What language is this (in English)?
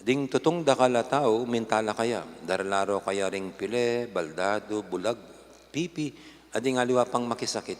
Pampanga